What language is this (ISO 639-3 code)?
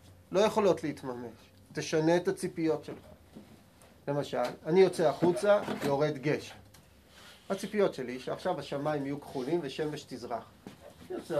heb